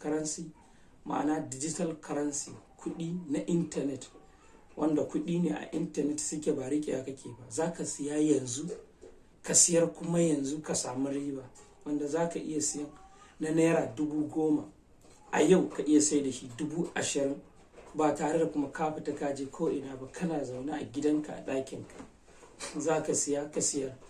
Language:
Hausa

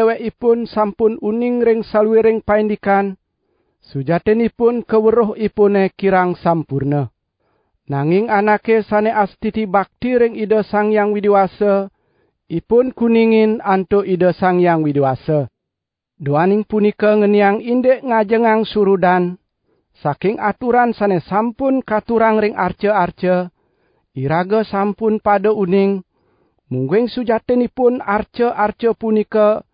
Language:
Balinese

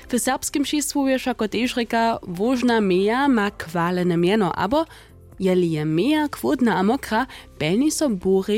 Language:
Upper Sorbian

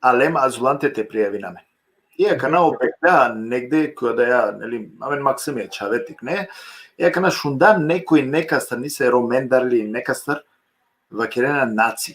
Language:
Balkan Romani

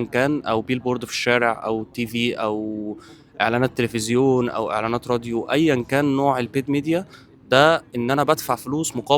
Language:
Egyptian Arabic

